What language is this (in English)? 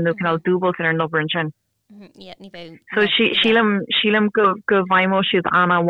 Irish